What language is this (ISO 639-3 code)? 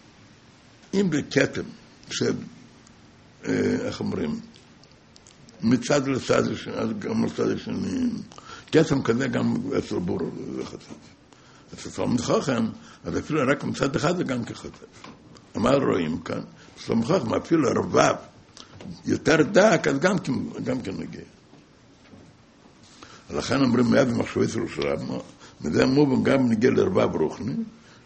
heb